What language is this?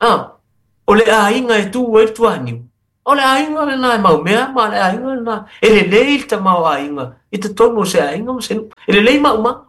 Samoan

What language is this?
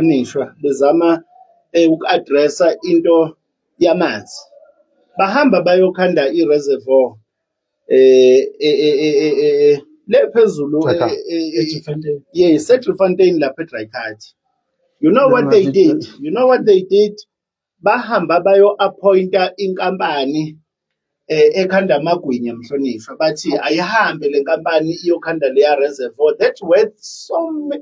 Zulu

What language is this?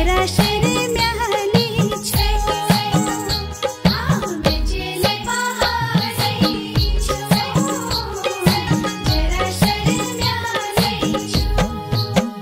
Kumaoni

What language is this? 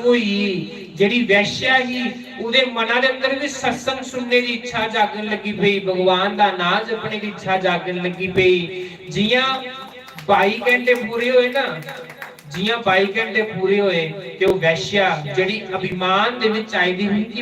Dogri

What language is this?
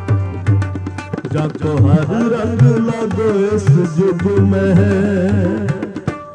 Punjabi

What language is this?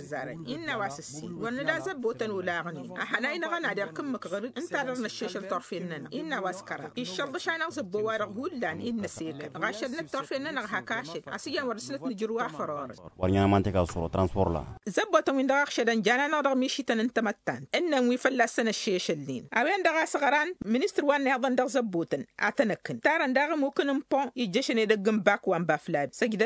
Tamasheq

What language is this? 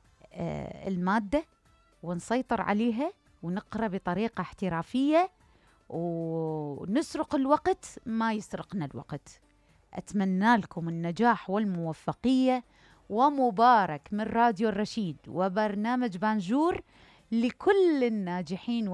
Mesopotamian Arabic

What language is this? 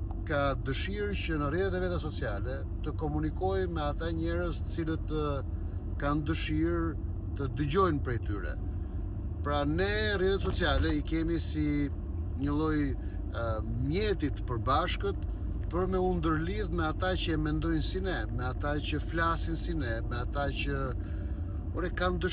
Albanian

